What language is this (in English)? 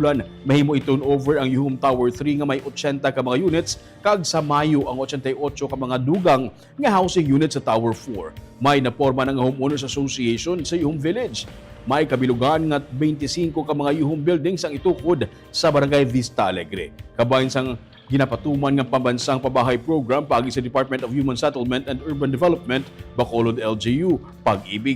Hiligaynon